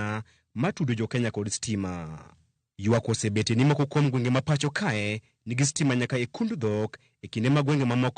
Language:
Luo (Kenya and Tanzania)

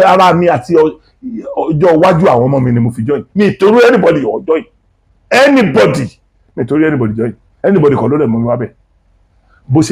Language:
Yoruba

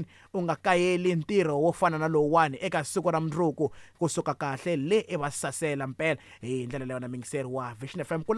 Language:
Tsonga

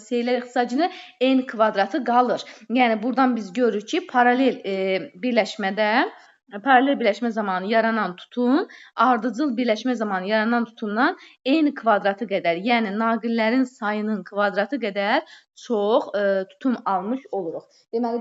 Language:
Azerbaijani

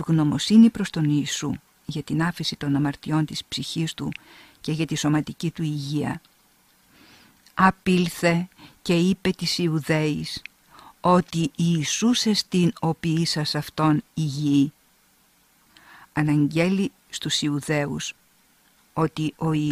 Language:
Greek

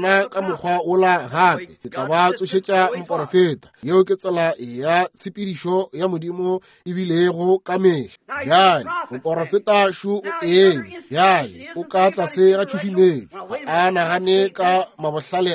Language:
Northern Sotho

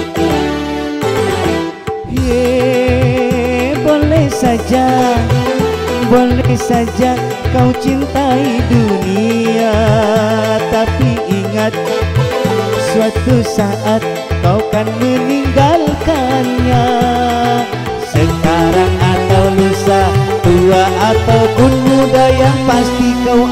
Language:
Indonesian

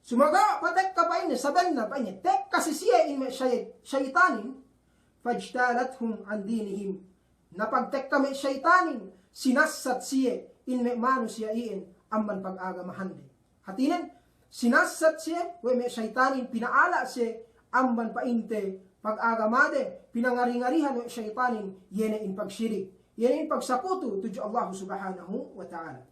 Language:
Yakan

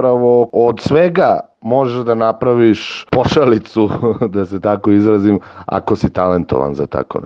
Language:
Serbian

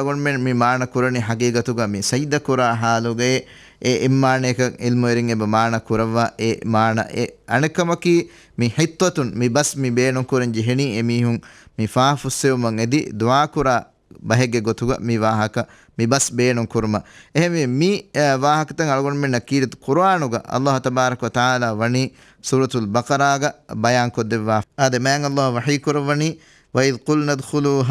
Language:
Divehi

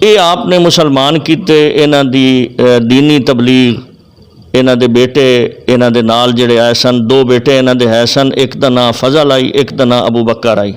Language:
Western Panjabi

